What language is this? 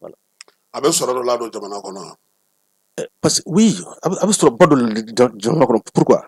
Bambara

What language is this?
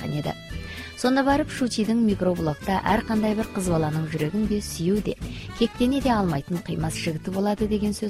Kazakh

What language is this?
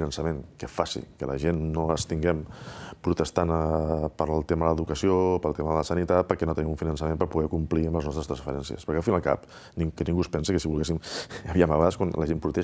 Catalan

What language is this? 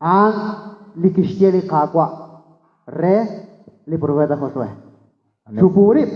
Kekchí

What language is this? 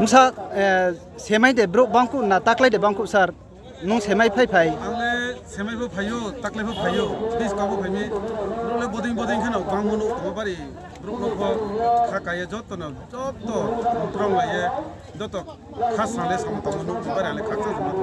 Riang (India)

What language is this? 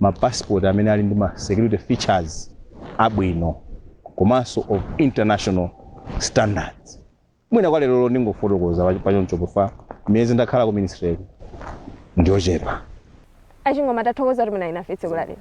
Nyanja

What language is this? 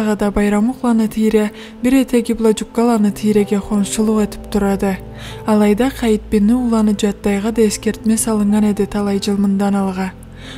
Karachay-Balkar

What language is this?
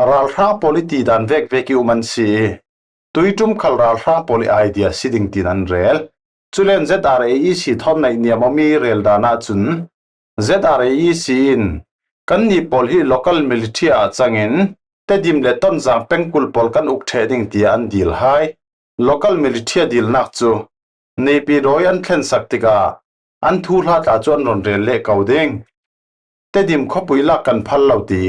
Falam Chin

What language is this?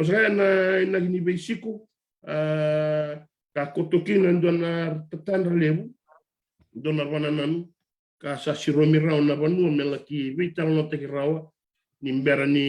Fijian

